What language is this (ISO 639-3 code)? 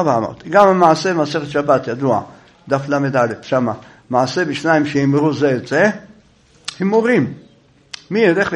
heb